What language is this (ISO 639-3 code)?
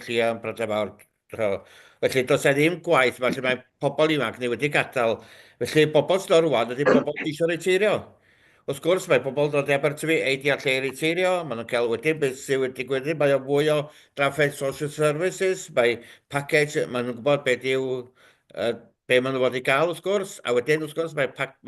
cym